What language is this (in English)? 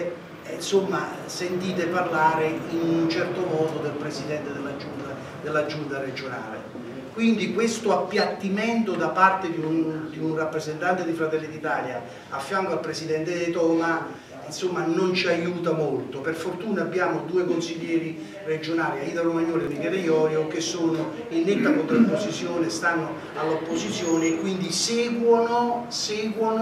Italian